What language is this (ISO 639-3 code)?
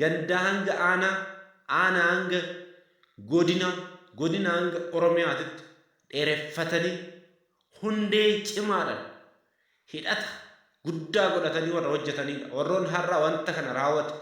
orm